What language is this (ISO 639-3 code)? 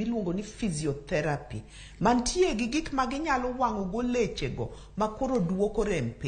luo